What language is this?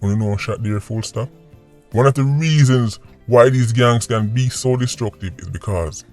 Jamaican Creole English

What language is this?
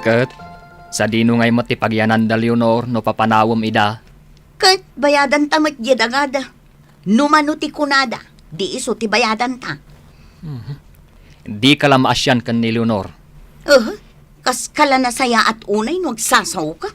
Iloko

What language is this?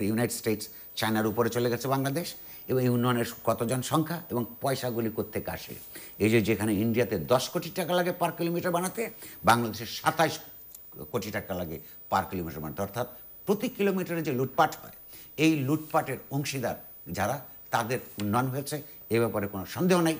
Bangla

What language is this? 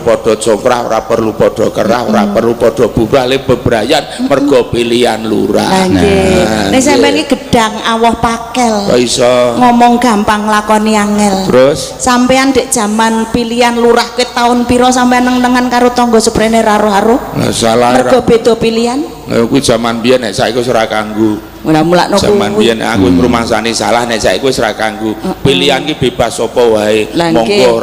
Javanese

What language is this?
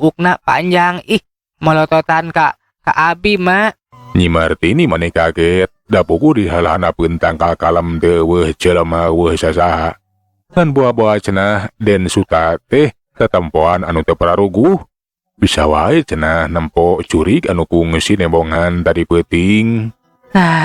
Sundanese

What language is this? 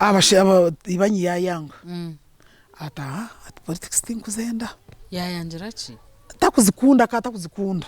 Nyankole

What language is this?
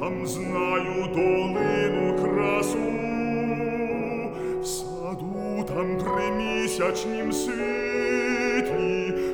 Ukrainian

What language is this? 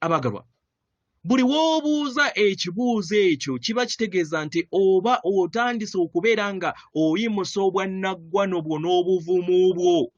Ganda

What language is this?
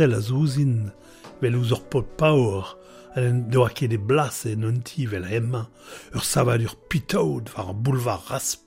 Breton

